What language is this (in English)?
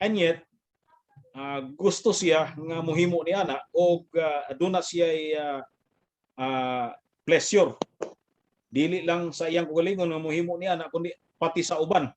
Cebuano